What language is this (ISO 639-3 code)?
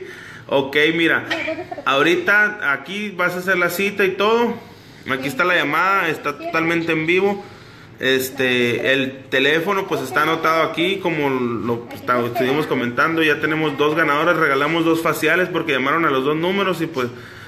spa